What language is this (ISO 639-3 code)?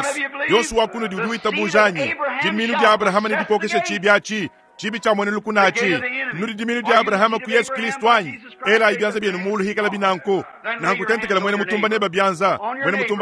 lua